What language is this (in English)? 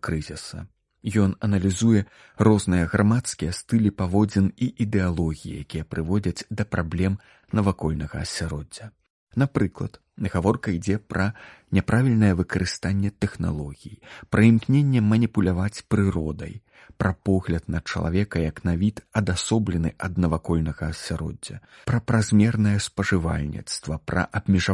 Belarusian